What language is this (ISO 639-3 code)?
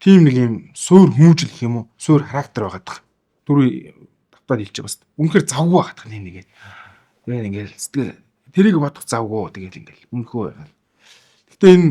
mon